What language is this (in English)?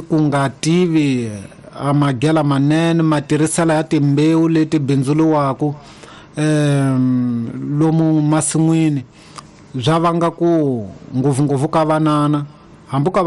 Tsonga